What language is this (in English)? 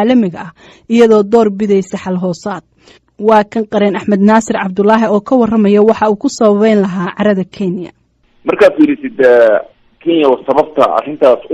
Somali